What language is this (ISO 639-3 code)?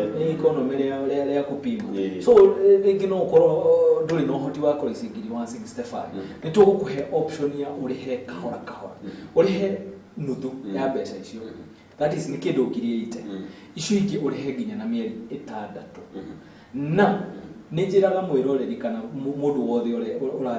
kik